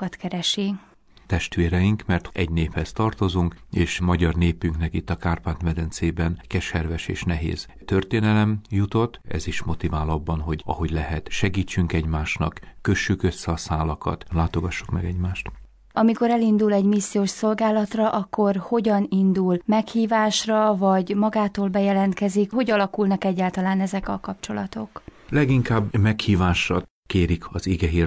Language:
Hungarian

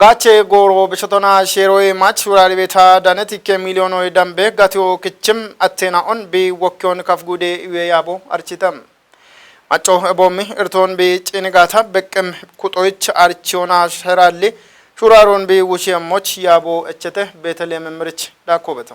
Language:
Kafa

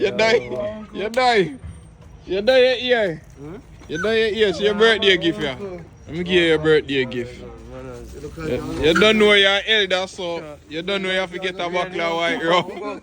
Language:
Jamaican Creole English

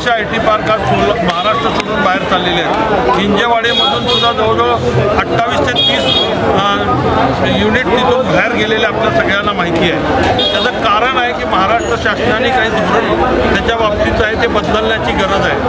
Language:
Marathi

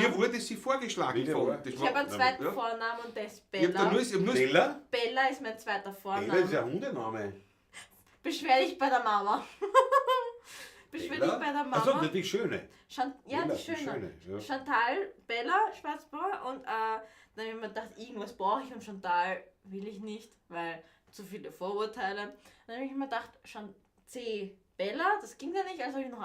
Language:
Bavarian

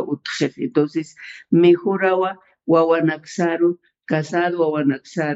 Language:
Aymara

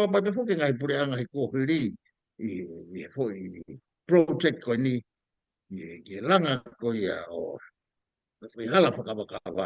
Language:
Tongan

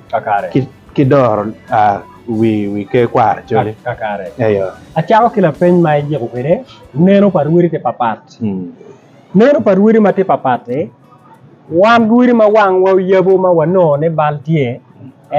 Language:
Acoli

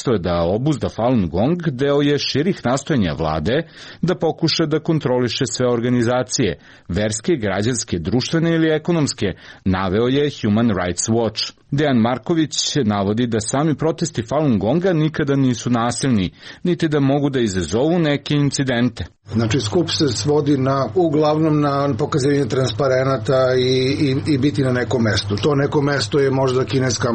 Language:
Serbian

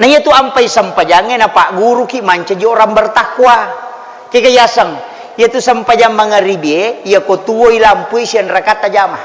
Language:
Buginese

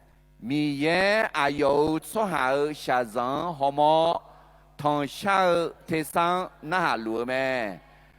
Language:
Akha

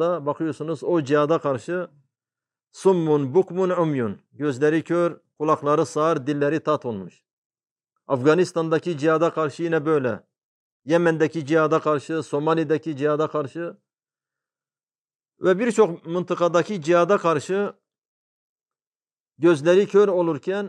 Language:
Turkish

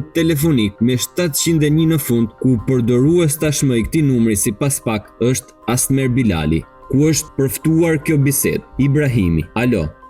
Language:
Albanian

